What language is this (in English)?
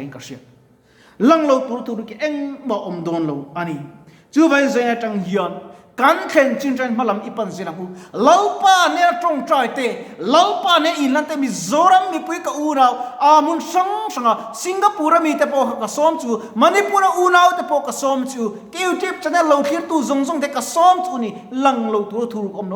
Mizo